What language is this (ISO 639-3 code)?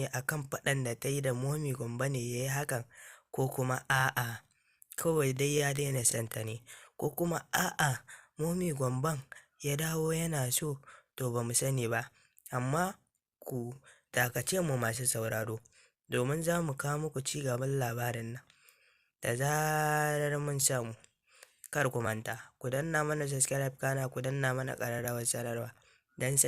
hau